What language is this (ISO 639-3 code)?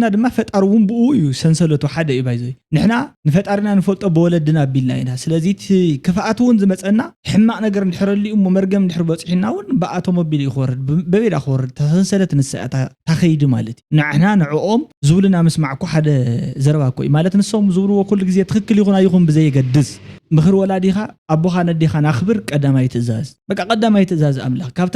tir